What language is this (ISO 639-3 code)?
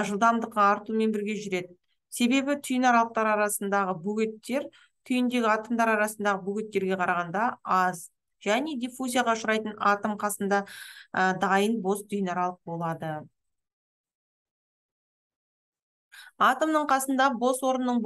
kaz